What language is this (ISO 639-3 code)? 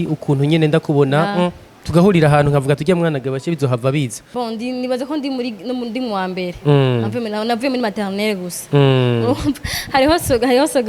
run